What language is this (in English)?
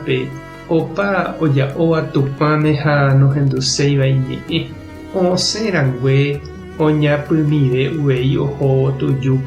Guarani